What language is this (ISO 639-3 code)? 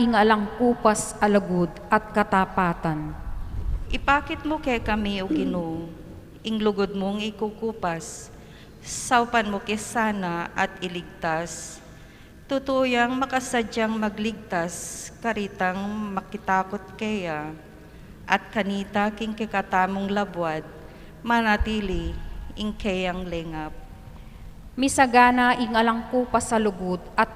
pam